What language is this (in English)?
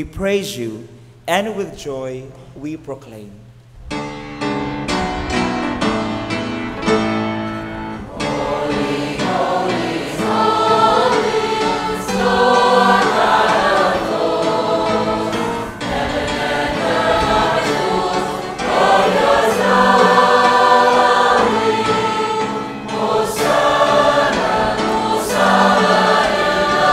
English